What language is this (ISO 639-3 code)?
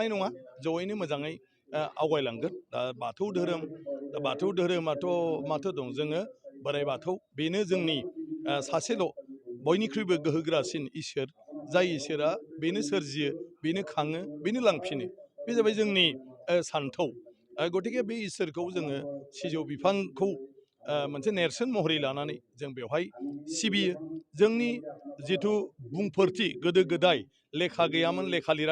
brx